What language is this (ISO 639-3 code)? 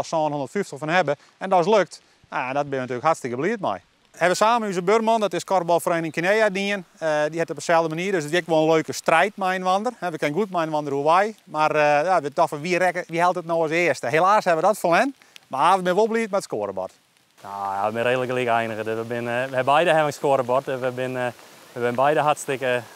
fry